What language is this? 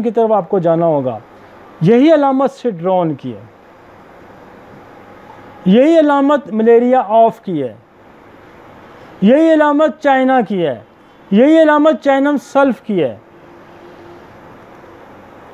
Hindi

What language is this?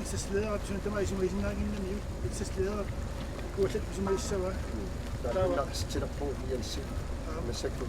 Kalaallisut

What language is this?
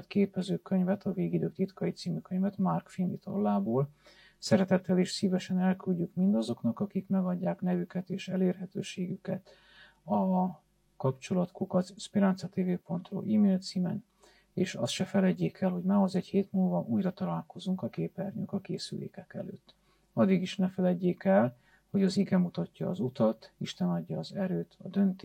Hungarian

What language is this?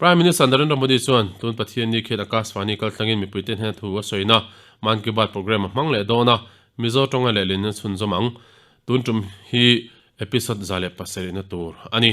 Mizo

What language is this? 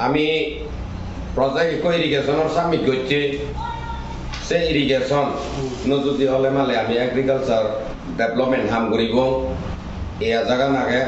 Chakma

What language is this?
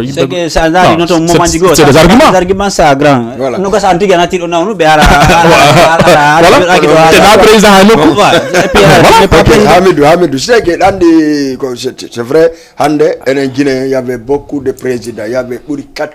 Fula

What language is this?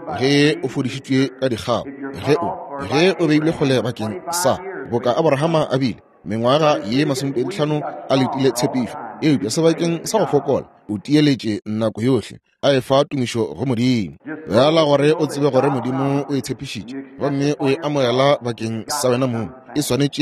Northern Sotho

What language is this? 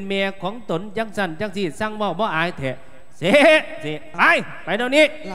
Lao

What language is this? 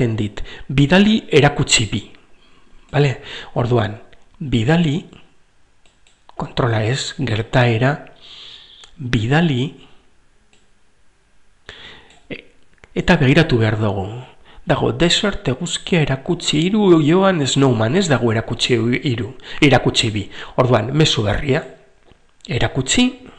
Basque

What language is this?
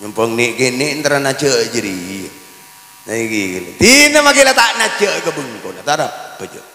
Madurese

